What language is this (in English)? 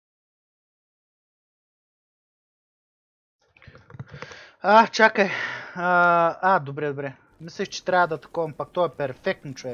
Bulgarian